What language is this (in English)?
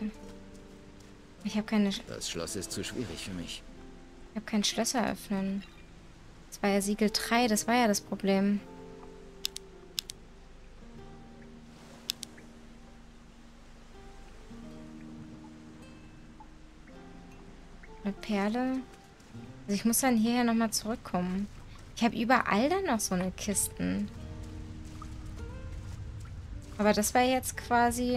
German